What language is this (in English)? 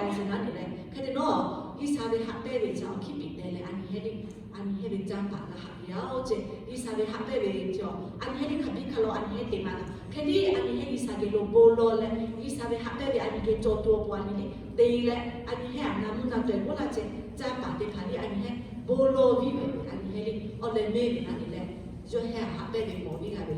Lahu